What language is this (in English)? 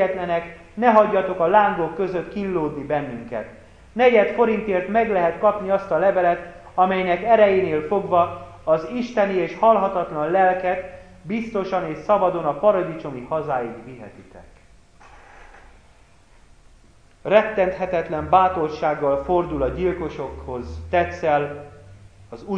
Hungarian